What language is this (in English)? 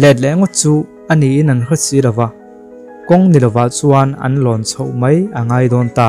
Mizo